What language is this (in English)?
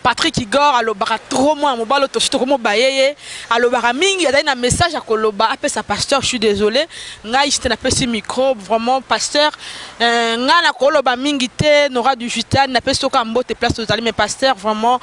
Lingala